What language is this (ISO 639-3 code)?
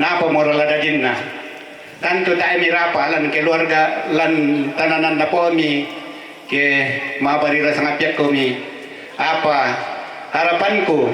sda